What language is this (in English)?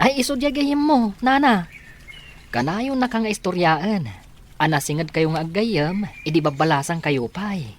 Iloko